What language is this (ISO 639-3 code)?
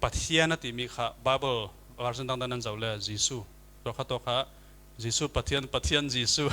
cfm